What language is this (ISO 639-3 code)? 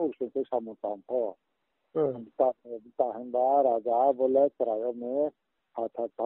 ria